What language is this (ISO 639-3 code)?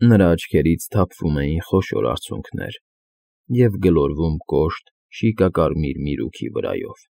hye